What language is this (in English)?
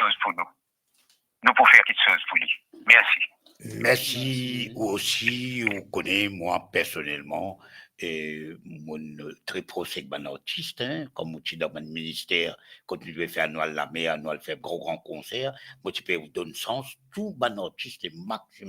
Morisyen